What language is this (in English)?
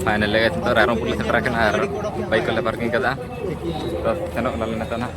Santali